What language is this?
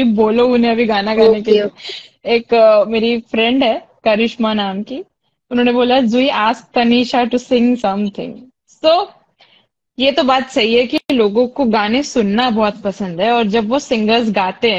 Hindi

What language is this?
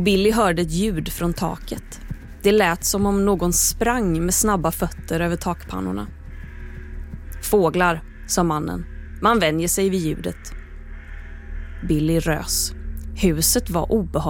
Swedish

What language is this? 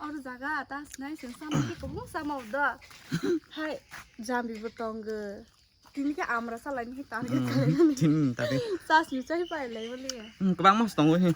Kok Borok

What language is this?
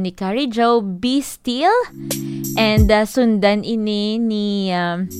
Hiligaynon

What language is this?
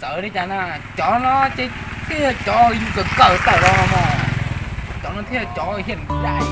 Hmong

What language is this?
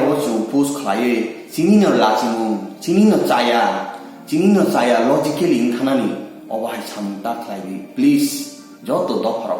Kok Borok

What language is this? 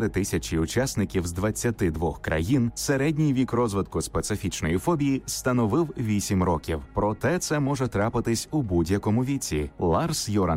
Ukrainian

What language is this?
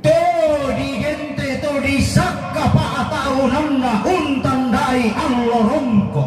Toraja-Sa'dan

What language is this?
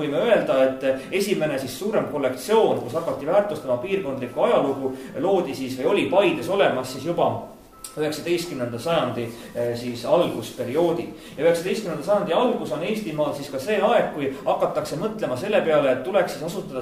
Estonian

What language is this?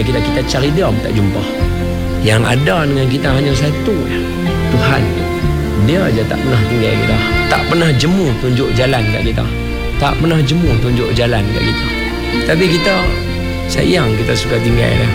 Malay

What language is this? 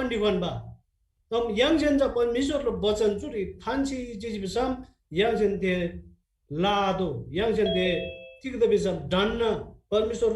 Eastern Tamang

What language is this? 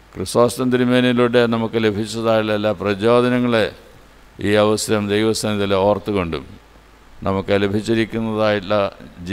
Malayalam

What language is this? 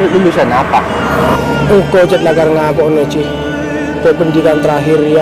Madurese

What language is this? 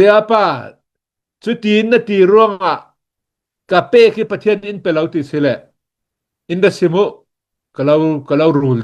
Hakha Chin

